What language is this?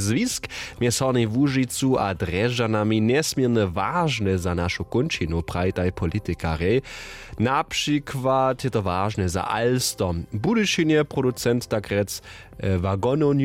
Upper Sorbian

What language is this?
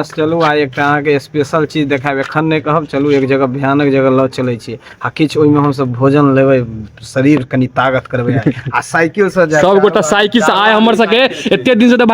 Maithili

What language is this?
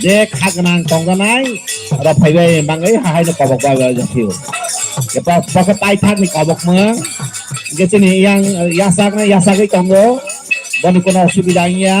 Kok Borok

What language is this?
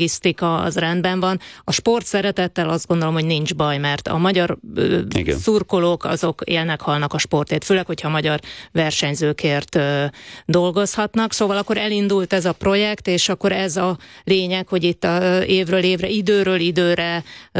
Hungarian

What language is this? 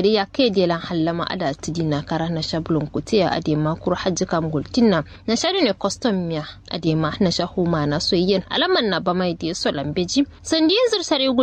Kanuri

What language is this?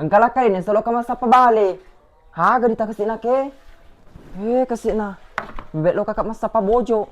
Buginese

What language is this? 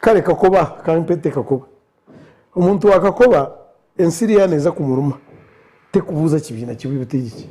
Nyankole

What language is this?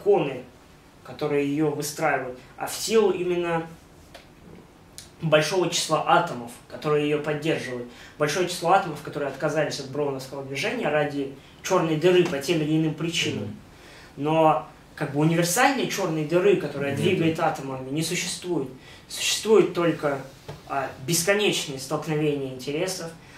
Russian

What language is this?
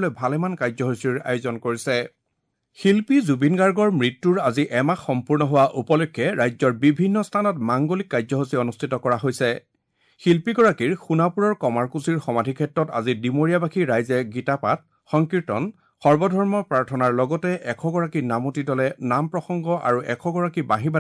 Assamese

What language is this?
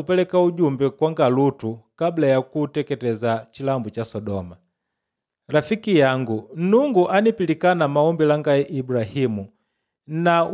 Makonde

